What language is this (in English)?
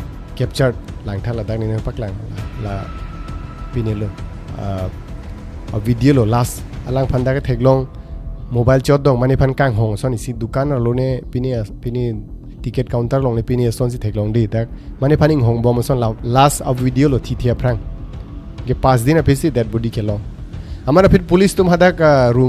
Karbi